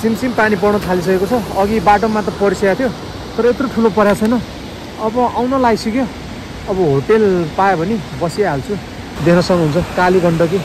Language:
Nepali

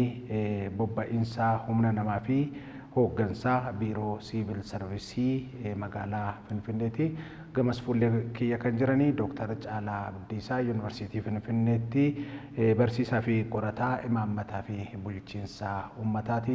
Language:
Oromo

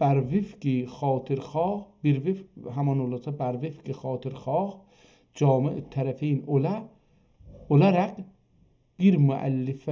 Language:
South Azerbaijani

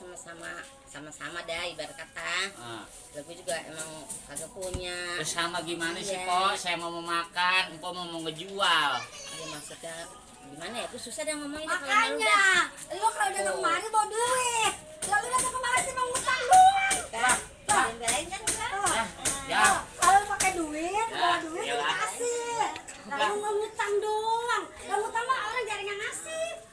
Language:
Betawi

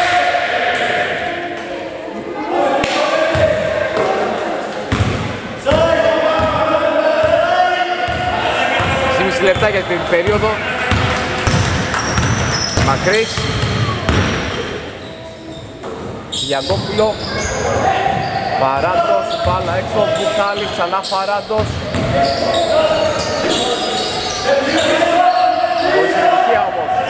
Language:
Greek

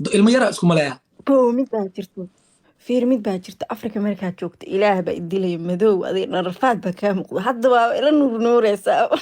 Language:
Somali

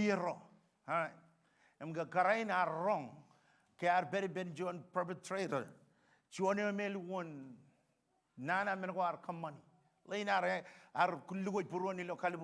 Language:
Marshallese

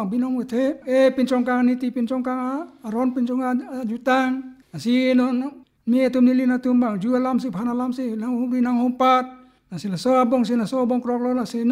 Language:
Karbi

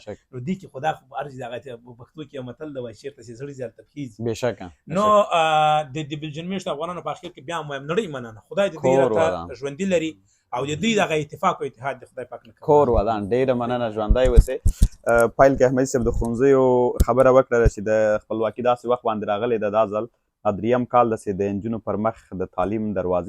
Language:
Pashto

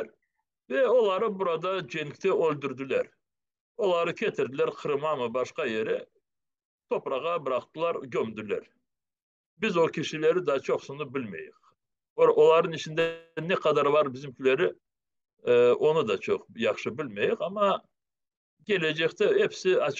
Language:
Crimean Tatar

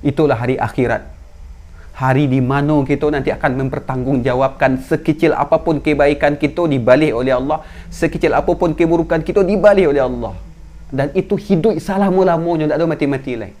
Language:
Minangkabau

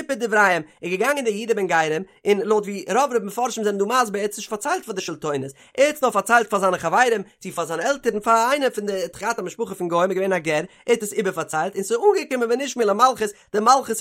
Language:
Yiddish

